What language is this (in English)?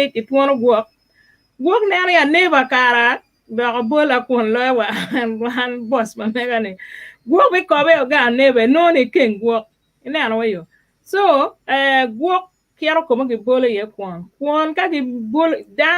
Acoli